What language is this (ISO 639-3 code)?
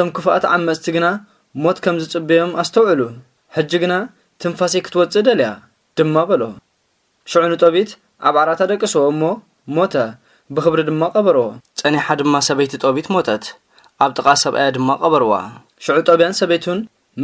tir